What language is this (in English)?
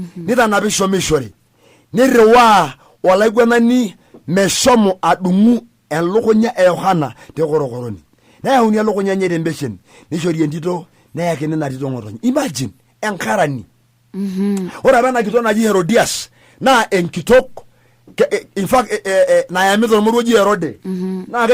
Masai